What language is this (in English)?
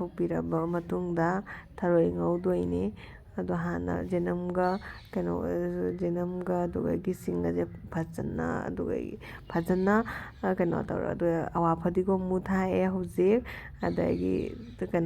Manipuri